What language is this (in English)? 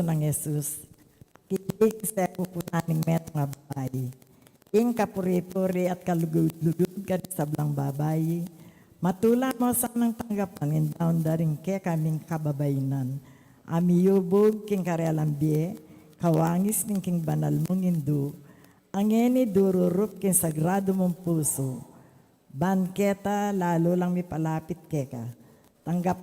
Pampanga